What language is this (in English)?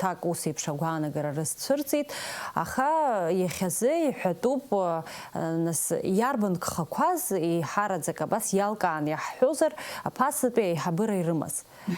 Abkhazian